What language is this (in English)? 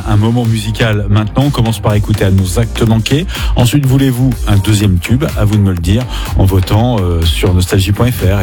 French